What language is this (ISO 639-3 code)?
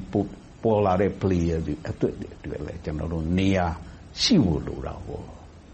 mya